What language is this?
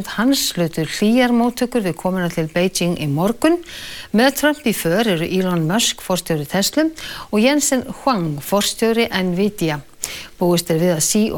Icelandic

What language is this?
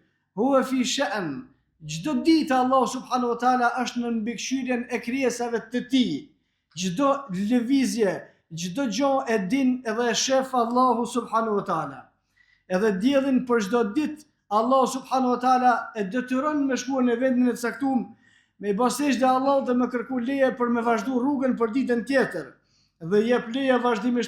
Albanian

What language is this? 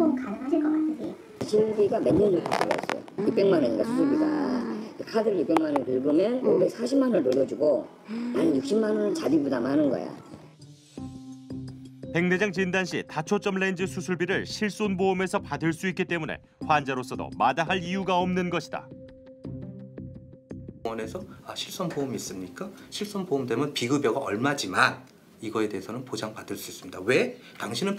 Korean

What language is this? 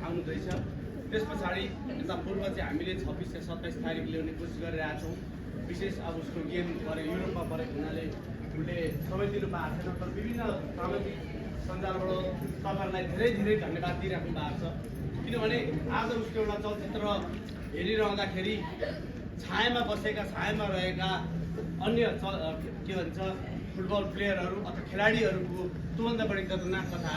Nepali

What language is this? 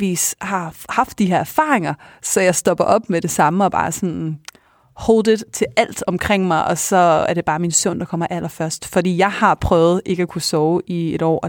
Danish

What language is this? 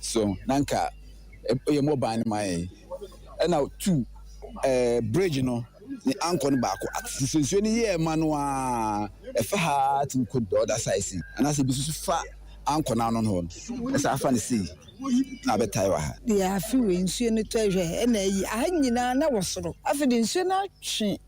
Akan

